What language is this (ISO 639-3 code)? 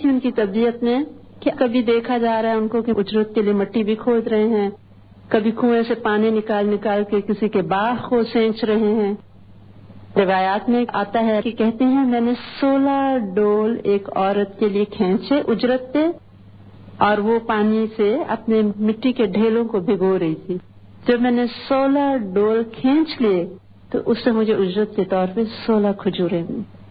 urd